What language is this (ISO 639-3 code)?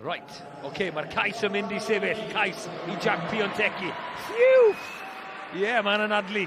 cym